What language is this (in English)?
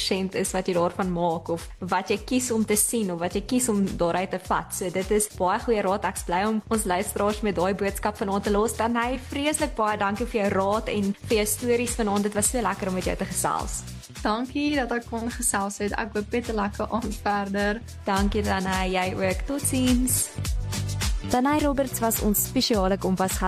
Afrikaans